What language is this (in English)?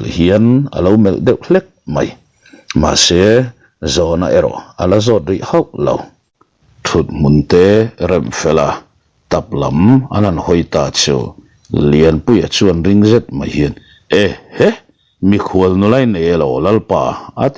Mizo